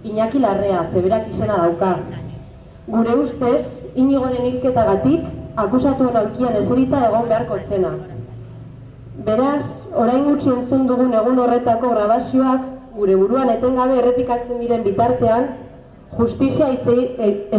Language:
Basque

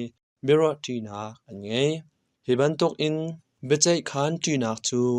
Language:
Hakha Chin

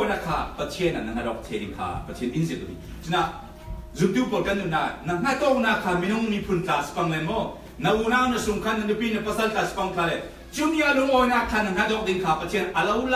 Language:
Falam Chin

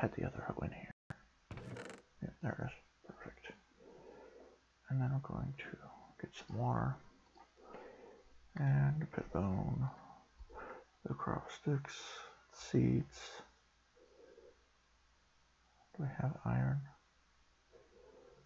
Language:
English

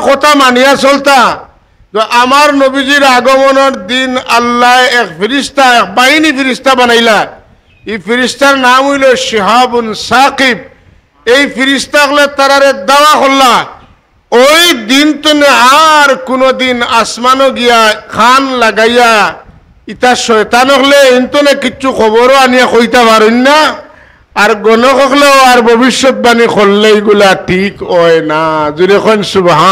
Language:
Sylheti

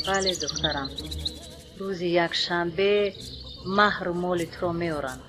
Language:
Tajik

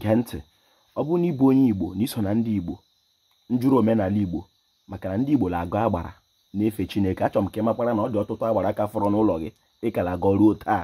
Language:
Igbo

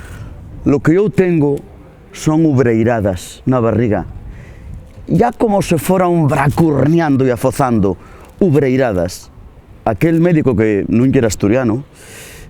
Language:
Asturian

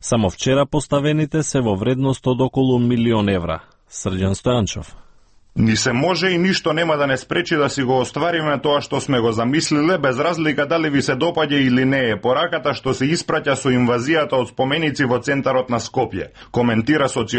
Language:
Macedonian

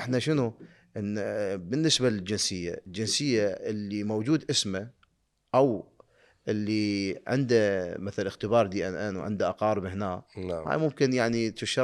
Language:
Mesopotamian Arabic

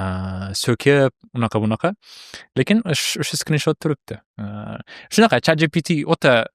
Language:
Uzbek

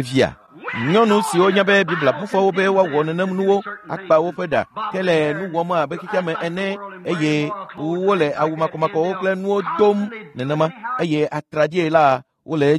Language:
Ewe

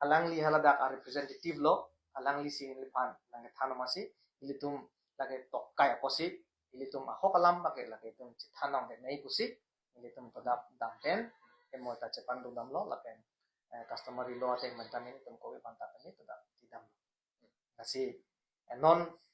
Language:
Karbi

